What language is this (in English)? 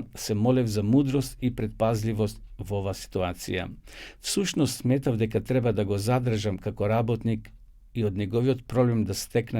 Macedonian